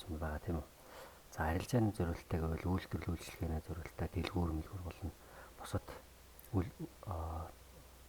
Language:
Mongolian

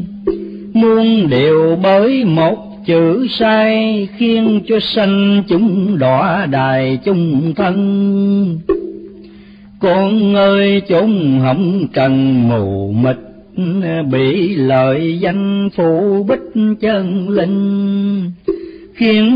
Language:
Vietnamese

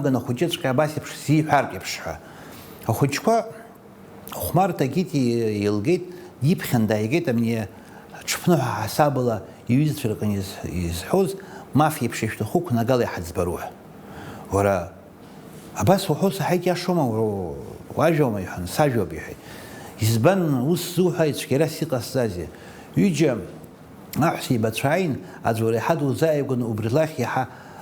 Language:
Abkhazian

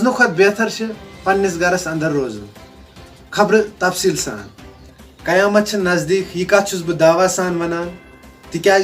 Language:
Kashmiri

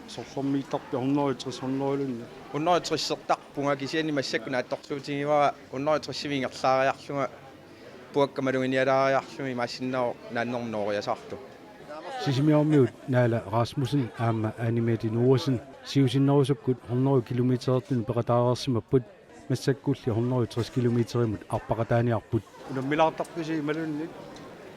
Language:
Kalaallisut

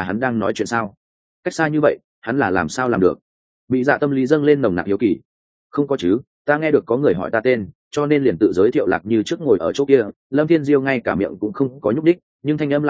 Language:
Vietnamese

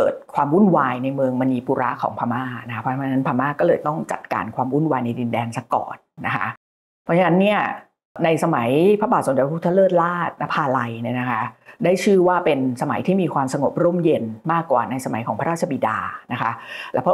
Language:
Thai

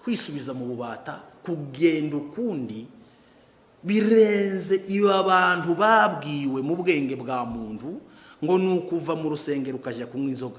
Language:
Kinyarwanda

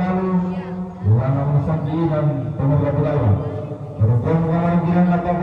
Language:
Toraja-Sa'dan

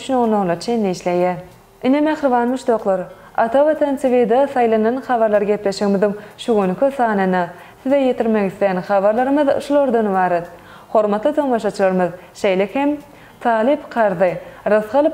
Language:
Turkmen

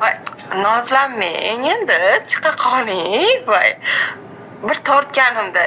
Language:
Uzbek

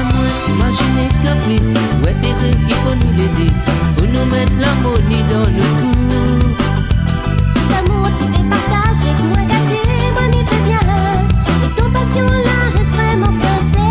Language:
Réunion Creole French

